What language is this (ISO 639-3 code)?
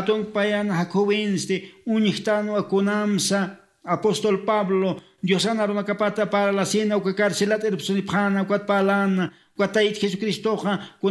aym